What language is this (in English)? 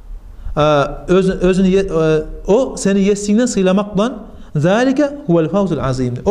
Kumyk